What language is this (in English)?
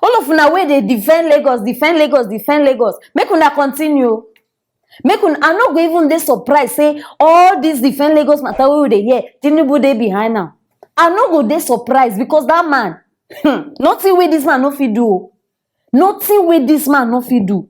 Nigerian Pidgin